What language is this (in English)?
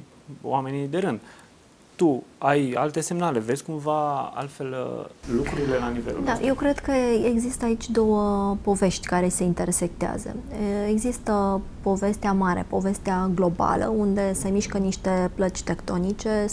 Romanian